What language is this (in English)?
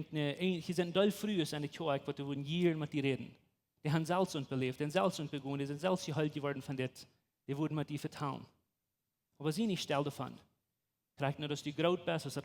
Plautdietsch